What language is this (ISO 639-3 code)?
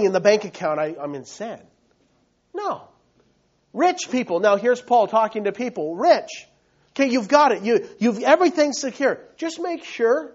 eng